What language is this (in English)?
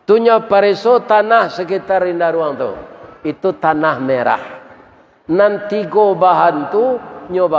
Minangkabau